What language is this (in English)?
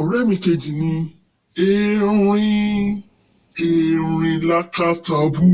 Yoruba